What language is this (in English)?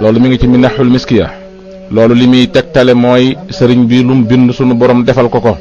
Wolof